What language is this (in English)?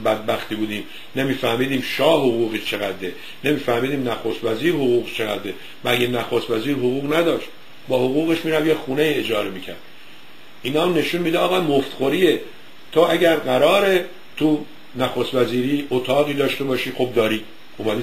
Persian